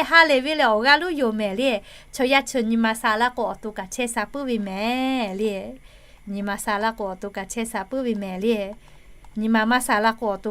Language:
Lahu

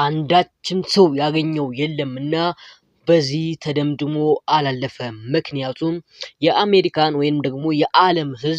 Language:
Amharic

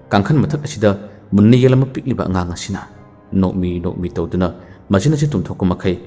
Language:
Manipuri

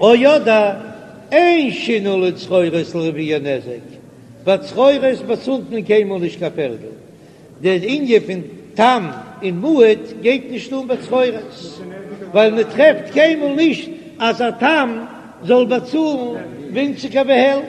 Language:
Yiddish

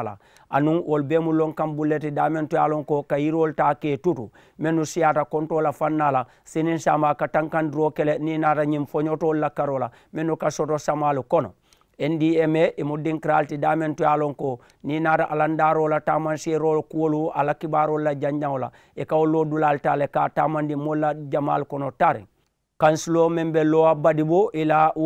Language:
Mandingo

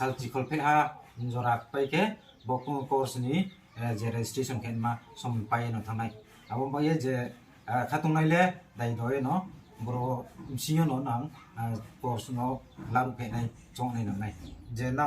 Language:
Riang (India)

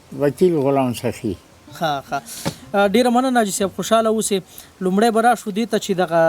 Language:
Pashto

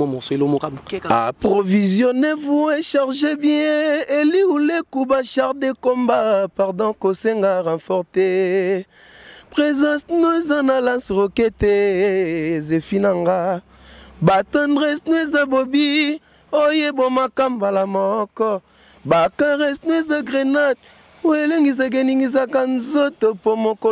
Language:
Lingala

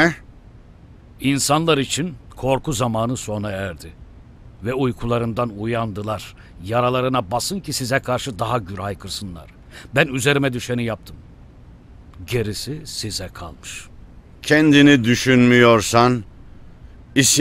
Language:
Turkish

